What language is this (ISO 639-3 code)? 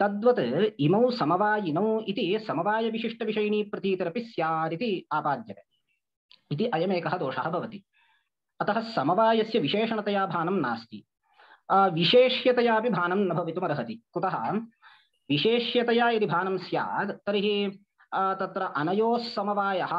san